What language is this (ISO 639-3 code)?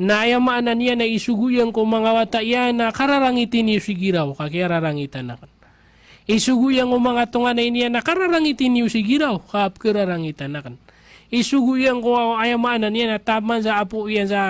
mrw